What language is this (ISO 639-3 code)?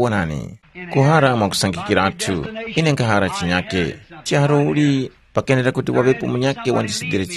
tum